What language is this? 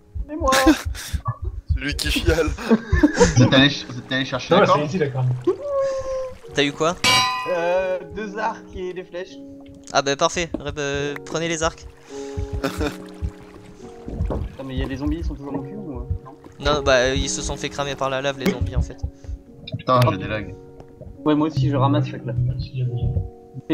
French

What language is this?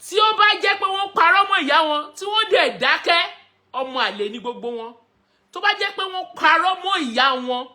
Yoruba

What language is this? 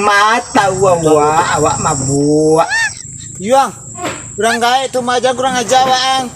Minangkabau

